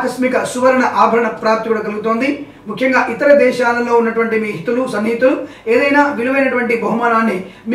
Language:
Telugu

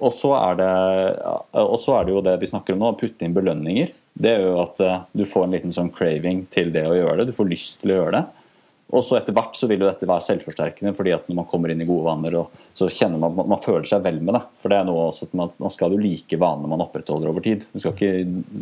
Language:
Norwegian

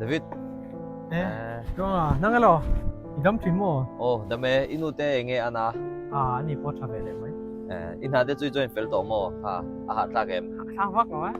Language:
Mizo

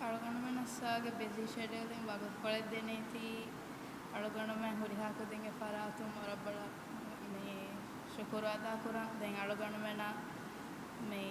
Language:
Divehi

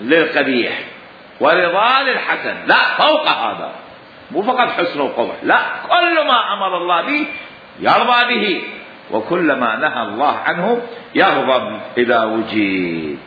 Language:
Mesopotamian Arabic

